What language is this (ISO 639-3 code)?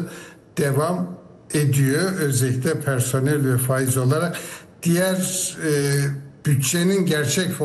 tur